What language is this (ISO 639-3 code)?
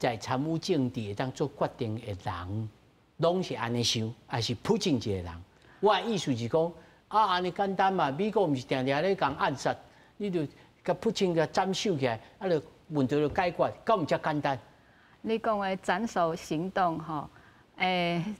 nan